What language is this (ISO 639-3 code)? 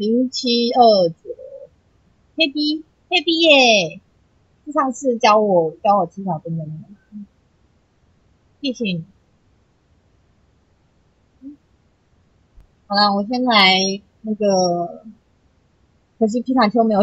zho